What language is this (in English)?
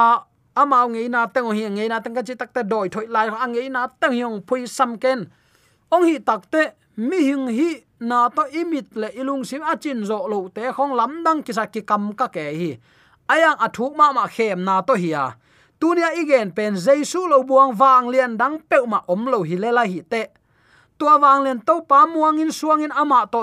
Tedim Chin